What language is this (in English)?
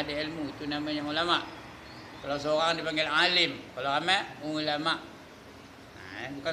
Malay